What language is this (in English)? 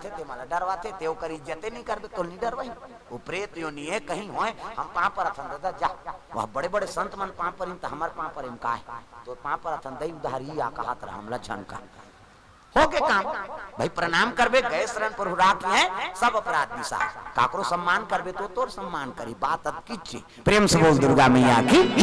Chhattisgarhi